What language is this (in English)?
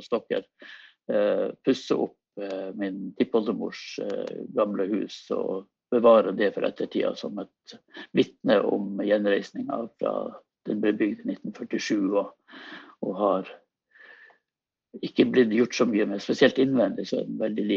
Norwegian